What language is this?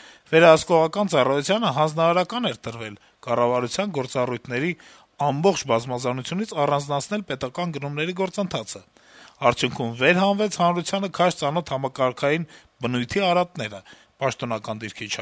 Armenian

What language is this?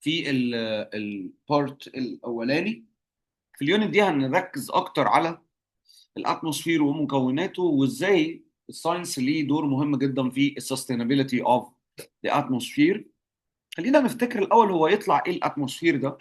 Egyptian Arabic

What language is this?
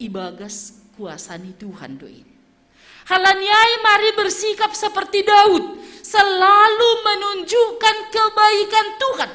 Batak Simalungun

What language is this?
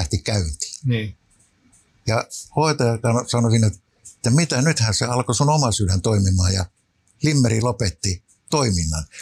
Finnish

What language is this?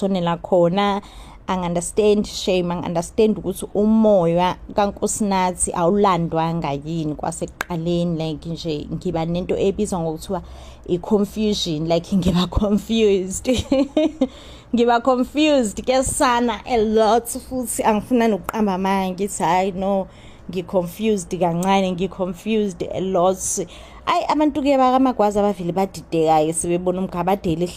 Zulu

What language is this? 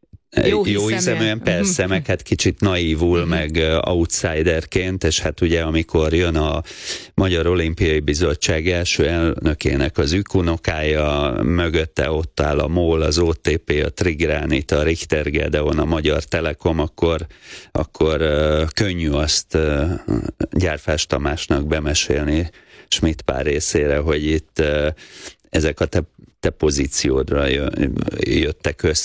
Hungarian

